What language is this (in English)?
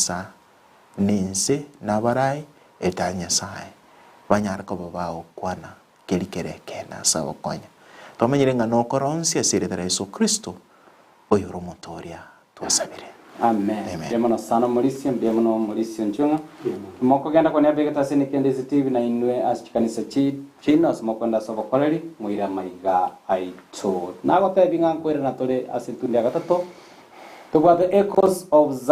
Gusii